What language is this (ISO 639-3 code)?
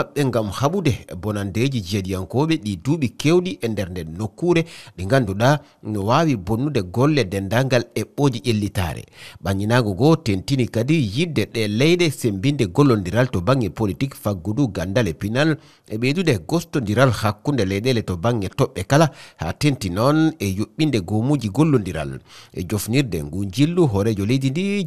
ful